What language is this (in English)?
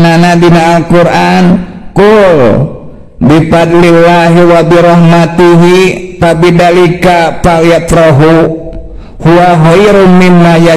Sundanese